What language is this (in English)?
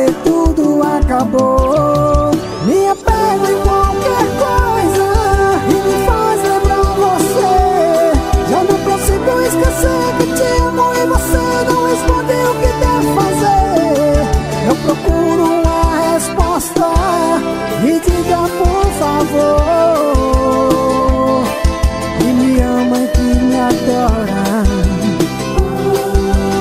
Portuguese